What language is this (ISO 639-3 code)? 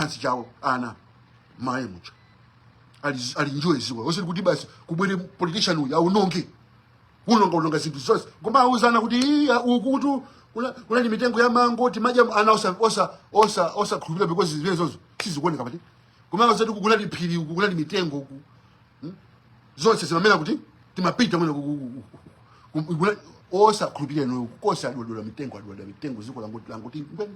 nya